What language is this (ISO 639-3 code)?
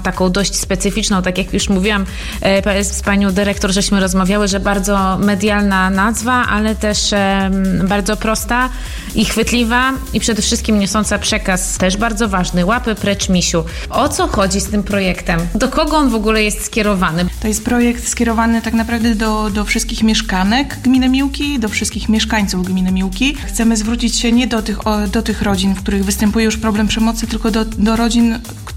pol